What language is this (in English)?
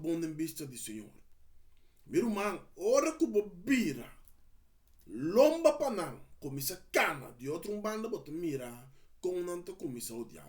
Papiamento